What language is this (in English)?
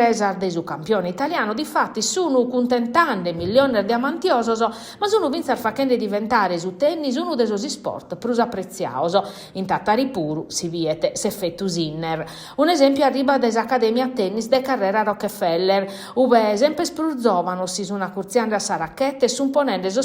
Sardinian